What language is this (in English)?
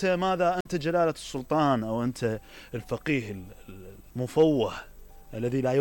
Mesopotamian Arabic